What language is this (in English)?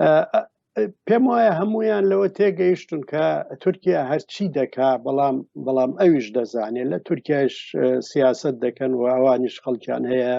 Central Kurdish